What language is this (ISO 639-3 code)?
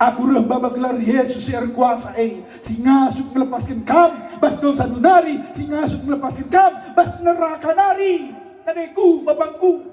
btx